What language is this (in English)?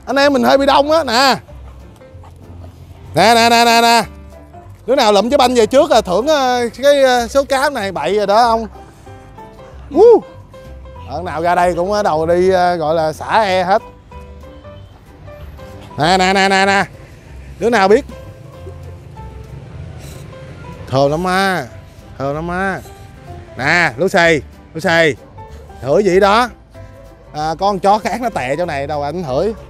Vietnamese